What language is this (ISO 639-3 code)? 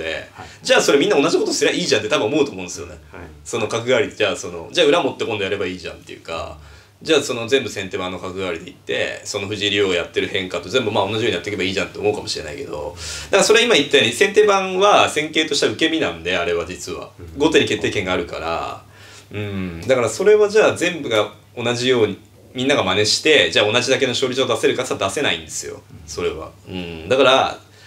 jpn